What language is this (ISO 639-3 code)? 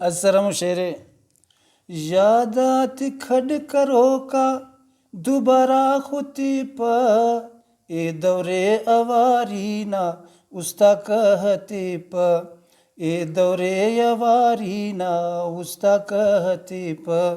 brh